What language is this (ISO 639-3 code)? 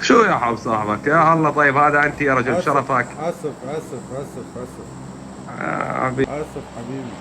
kur